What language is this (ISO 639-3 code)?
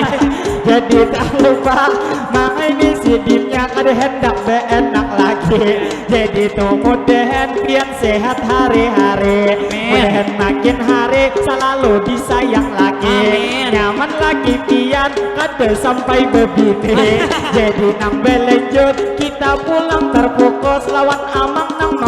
bjn